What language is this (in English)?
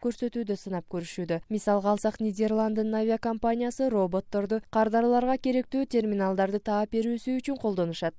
Kyrgyz